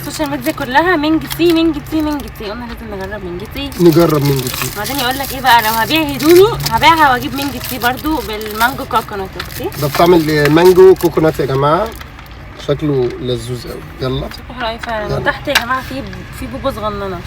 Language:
Egyptian Arabic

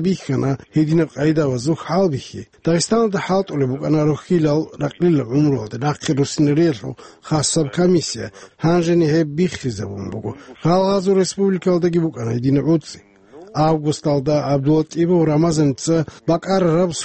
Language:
Avaric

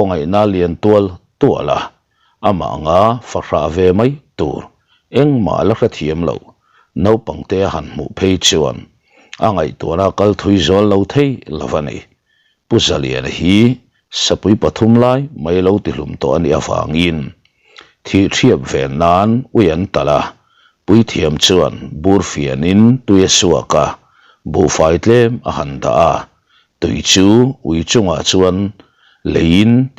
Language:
Mizo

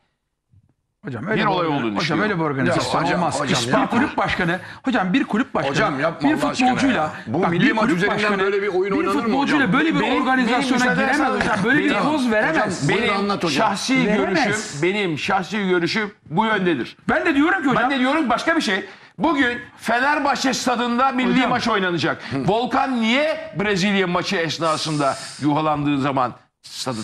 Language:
Turkish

